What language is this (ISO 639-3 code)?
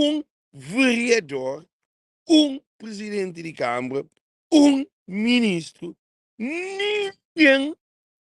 kea